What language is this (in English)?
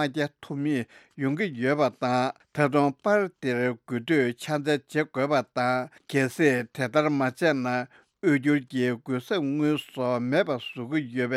Tibetan